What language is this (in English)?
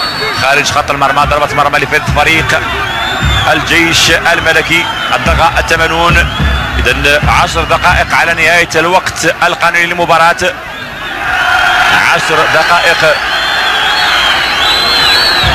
Arabic